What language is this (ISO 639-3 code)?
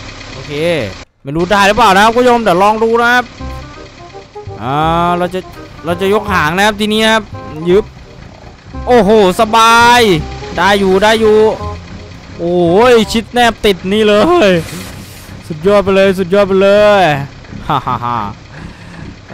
tha